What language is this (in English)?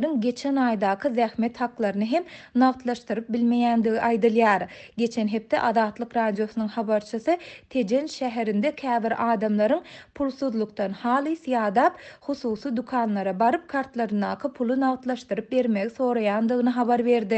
Turkmen